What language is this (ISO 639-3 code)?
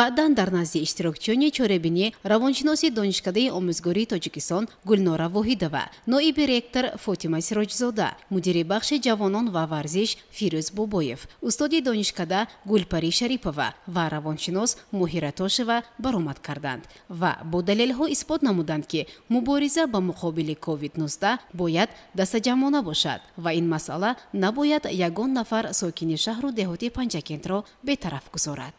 tgk